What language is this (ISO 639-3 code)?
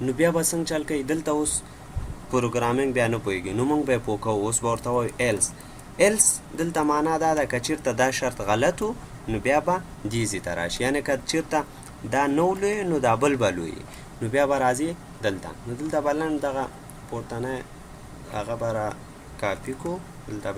pus